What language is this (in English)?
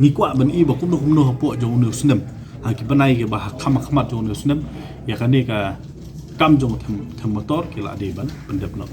Khasi